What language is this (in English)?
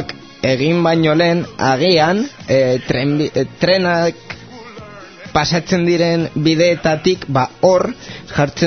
Basque